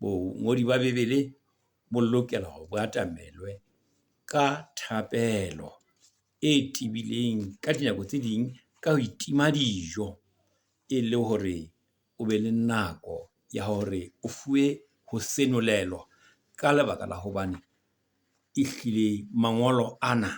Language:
Southern Sotho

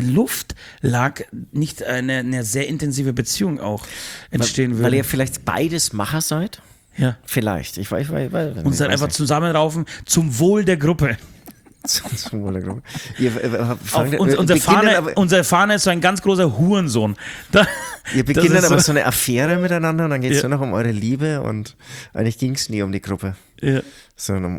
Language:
German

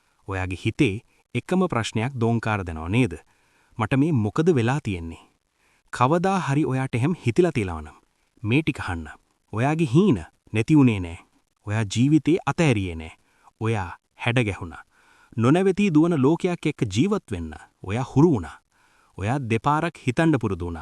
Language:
Sinhala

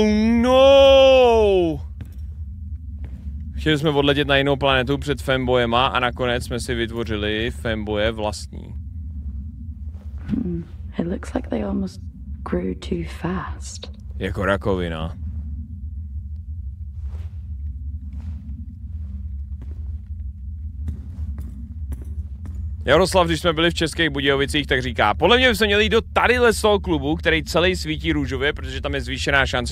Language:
Czech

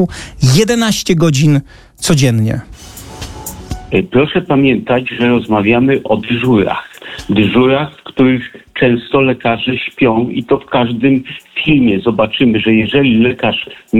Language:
Polish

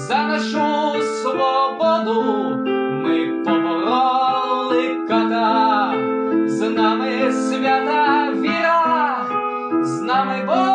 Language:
Ukrainian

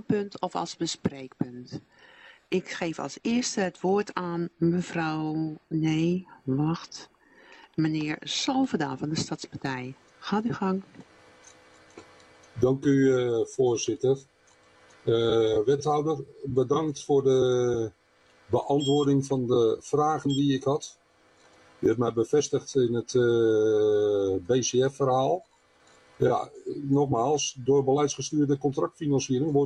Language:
Dutch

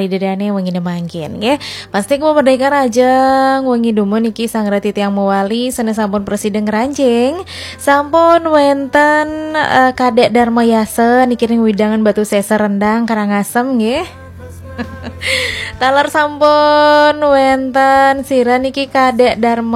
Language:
Balinese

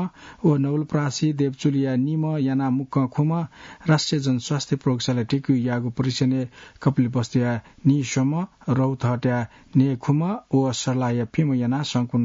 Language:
Newari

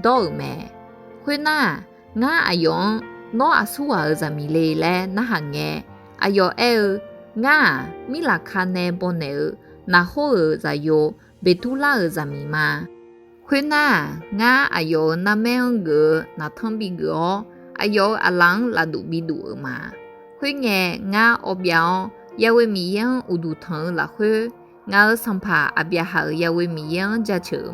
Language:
Akha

